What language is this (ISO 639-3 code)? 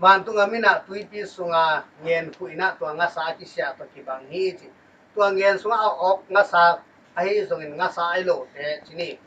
ctd